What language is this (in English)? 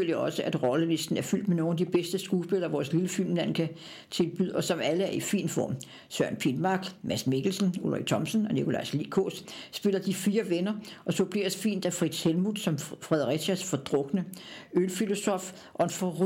Danish